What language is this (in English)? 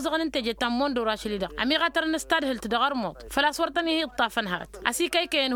Tamasheq